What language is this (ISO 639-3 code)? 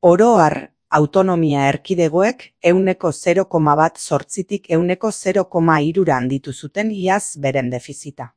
eus